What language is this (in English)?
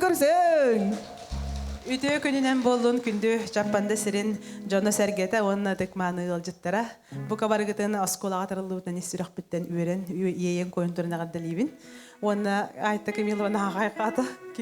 Yakut